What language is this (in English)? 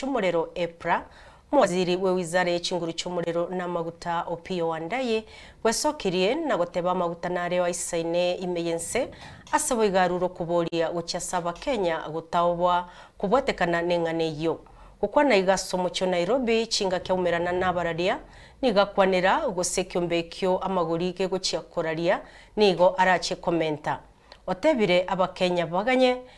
Gusii